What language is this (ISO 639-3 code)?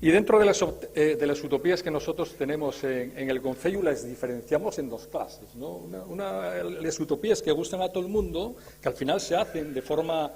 ast